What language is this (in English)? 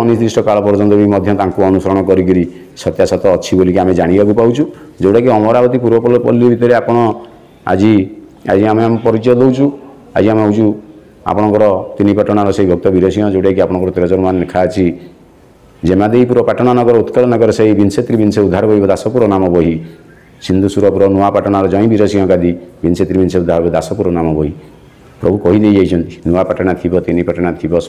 Odia